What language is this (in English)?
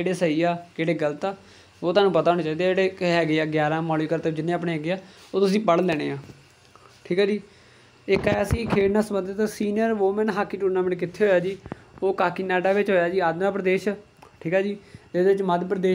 Punjabi